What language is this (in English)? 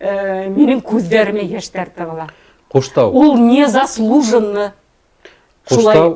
Bashkir